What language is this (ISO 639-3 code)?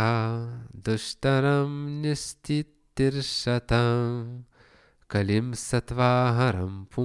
lit